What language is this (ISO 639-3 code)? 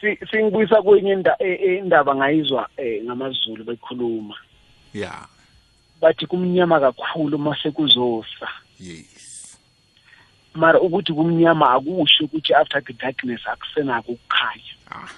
nbl